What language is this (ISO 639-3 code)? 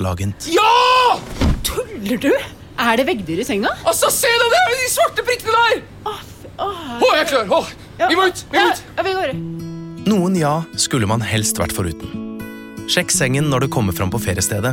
nor